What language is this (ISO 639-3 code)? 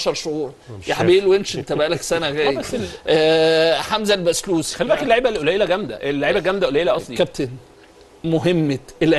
arz